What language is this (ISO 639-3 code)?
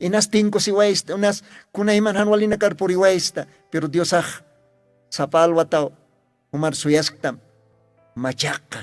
aym